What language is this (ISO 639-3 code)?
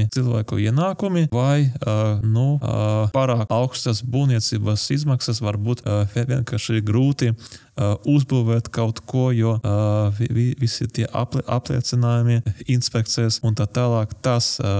lav